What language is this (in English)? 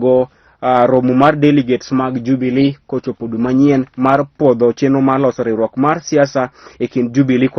Luo (Kenya and Tanzania)